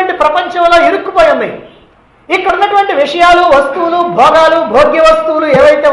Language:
Telugu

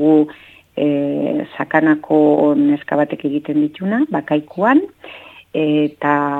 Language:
Basque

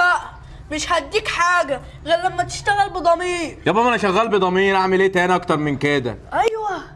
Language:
Egyptian Arabic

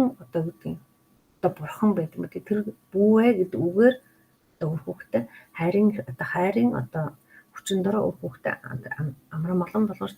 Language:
Mongolian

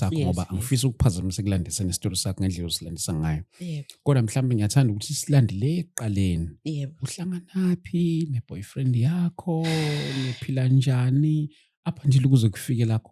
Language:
Zulu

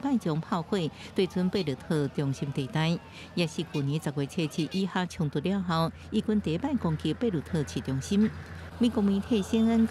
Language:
Min Nan Chinese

